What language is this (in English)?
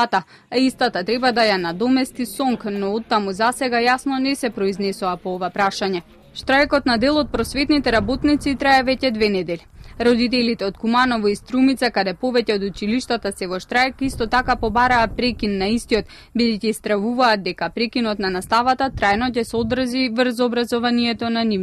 Macedonian